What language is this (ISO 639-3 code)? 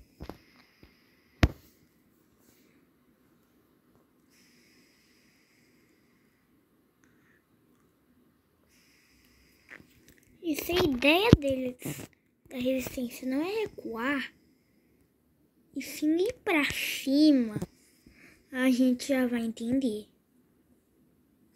por